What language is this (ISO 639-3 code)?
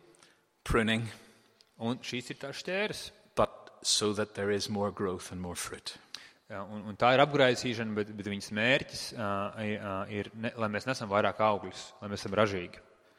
lav